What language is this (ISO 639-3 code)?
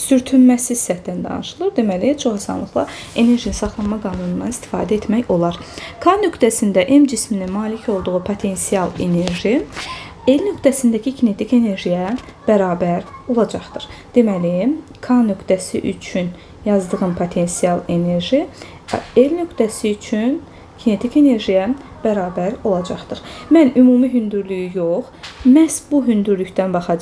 aze